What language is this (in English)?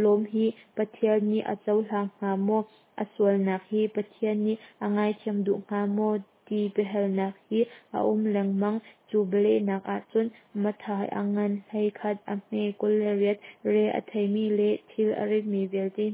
Hakha Chin